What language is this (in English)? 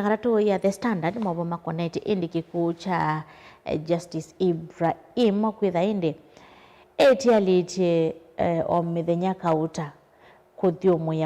Kamba